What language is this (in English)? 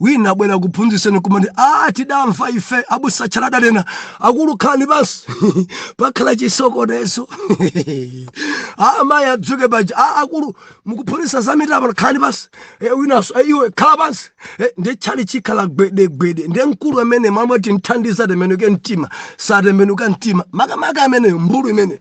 Nyanja